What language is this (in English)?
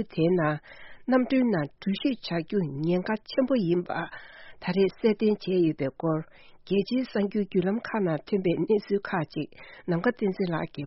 Tibetan